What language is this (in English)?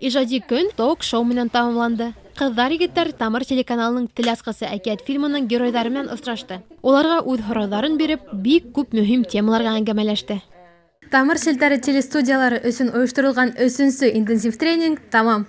Bashkir